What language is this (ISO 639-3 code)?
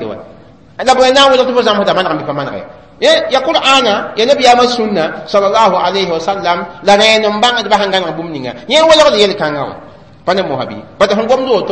mos